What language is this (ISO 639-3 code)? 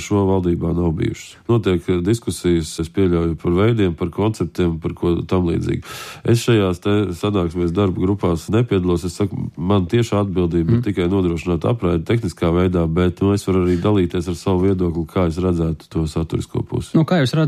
lav